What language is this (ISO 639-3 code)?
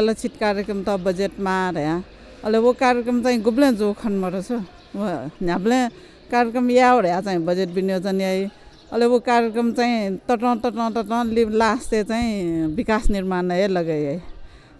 new